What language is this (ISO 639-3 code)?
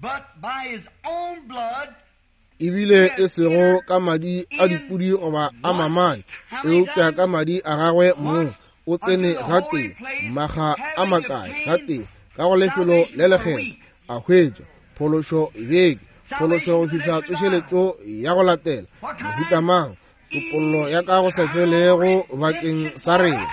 nso